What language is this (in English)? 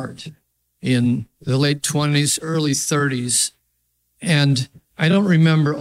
English